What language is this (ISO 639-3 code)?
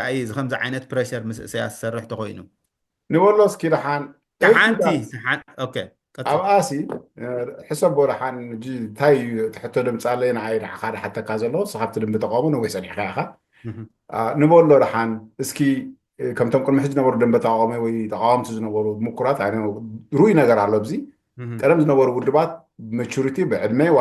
tir